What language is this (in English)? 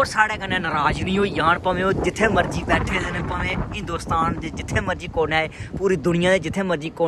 Dogri